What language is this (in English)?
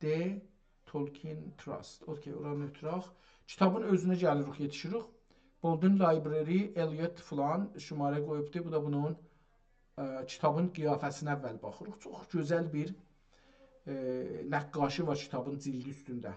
South Azerbaijani